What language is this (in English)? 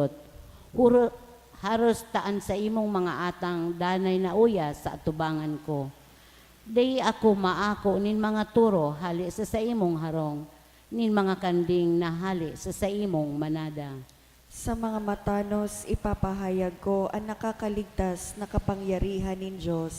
Bikol